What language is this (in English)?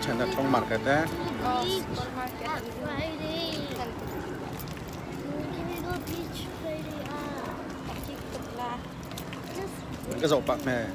Hakha Chin